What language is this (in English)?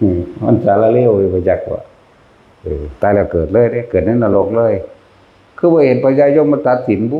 Northeastern Thai